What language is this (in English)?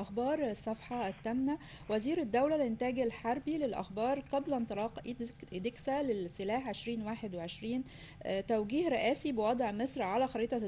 Arabic